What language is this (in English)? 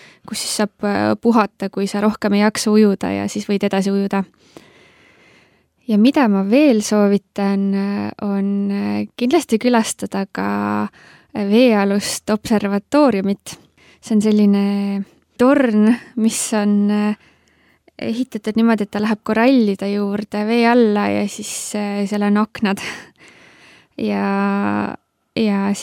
Estonian